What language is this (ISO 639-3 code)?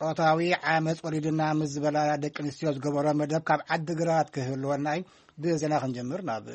tir